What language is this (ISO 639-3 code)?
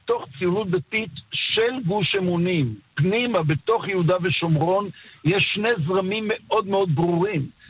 heb